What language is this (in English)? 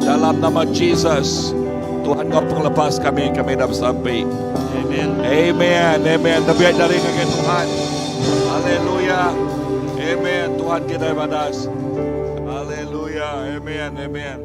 Iban